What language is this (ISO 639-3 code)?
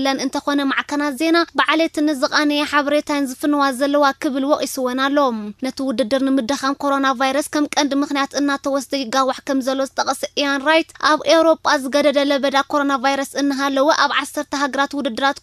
tir